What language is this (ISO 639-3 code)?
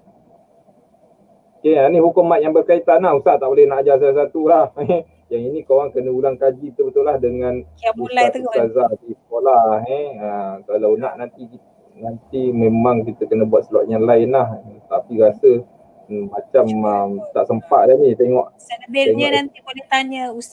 msa